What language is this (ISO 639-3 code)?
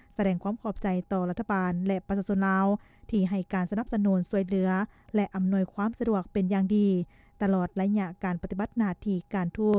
lao